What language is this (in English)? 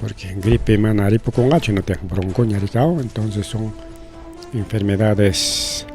Ayacucho Quechua